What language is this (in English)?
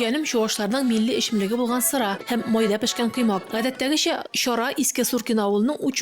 Tatar